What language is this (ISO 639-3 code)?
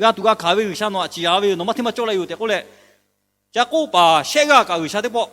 lhu